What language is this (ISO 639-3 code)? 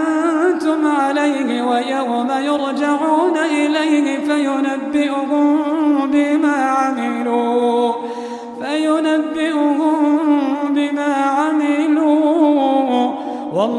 ara